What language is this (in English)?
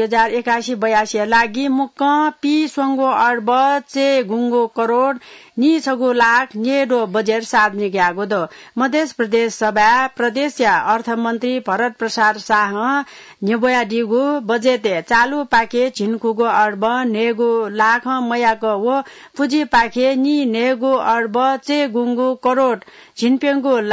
Newari